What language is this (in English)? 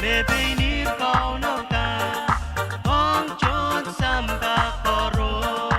Pohnpeian